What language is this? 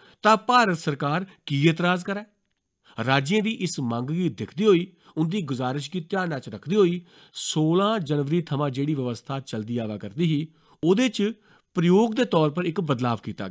Dogri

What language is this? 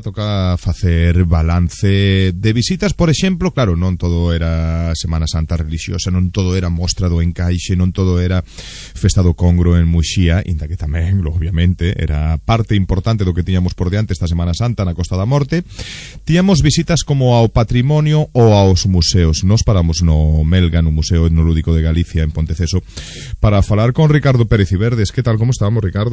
Galician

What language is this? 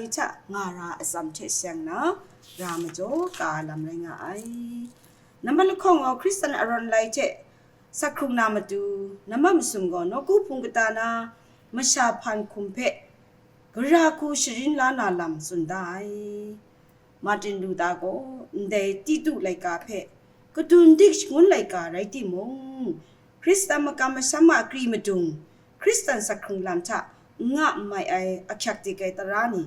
Kachin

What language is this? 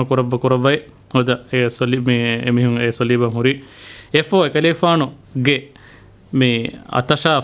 Divehi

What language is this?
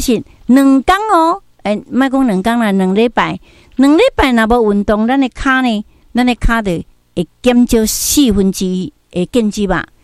Min Nan Chinese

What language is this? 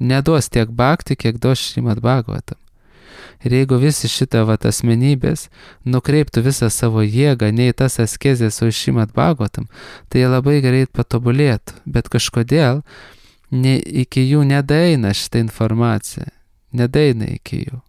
Lithuanian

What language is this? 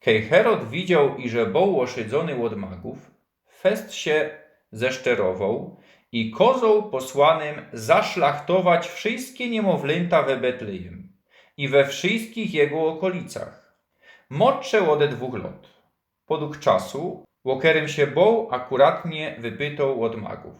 Silesian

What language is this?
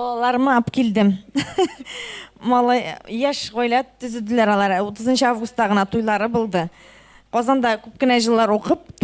Tatar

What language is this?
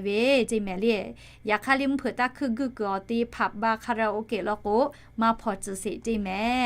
Lahu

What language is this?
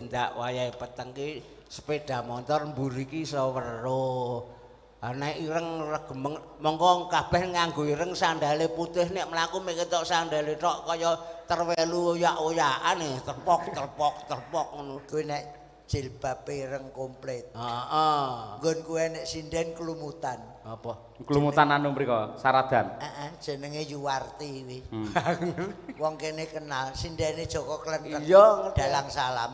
Javanese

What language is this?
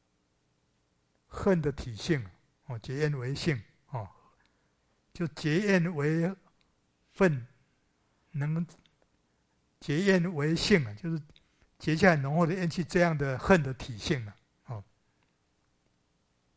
Chinese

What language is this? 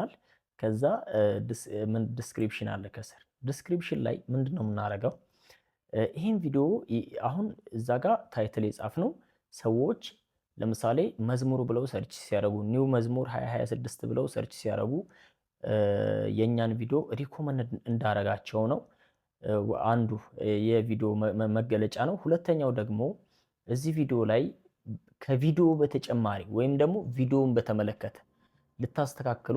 Amharic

